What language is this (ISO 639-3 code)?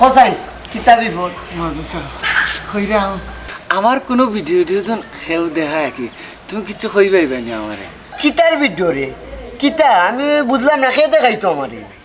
syl